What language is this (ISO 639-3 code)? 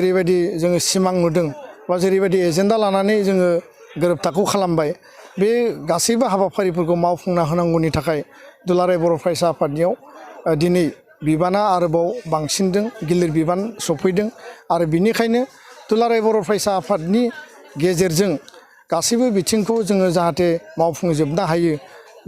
brx